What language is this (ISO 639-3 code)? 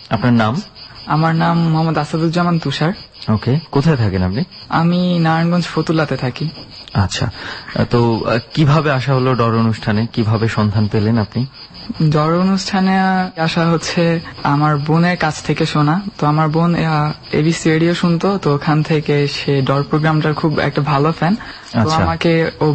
ben